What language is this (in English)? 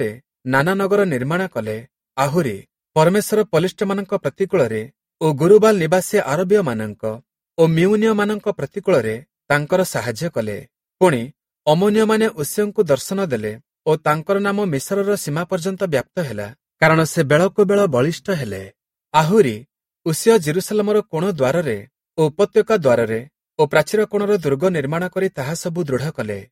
Odia